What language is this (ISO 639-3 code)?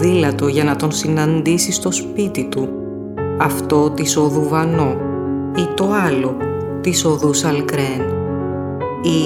ell